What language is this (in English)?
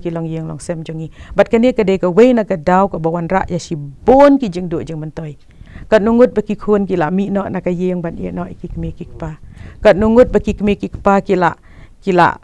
Khasi